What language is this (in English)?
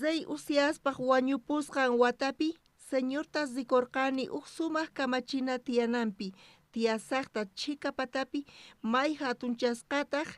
South Bolivian Quechua